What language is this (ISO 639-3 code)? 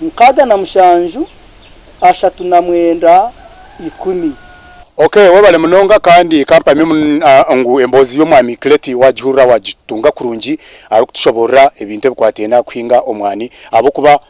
nyn